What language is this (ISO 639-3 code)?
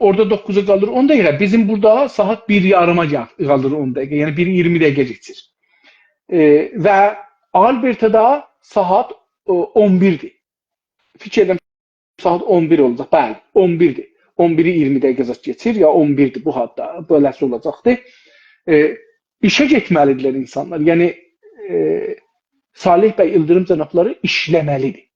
azb